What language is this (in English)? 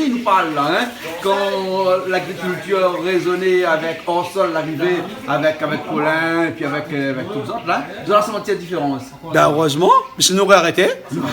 Réunion Creole French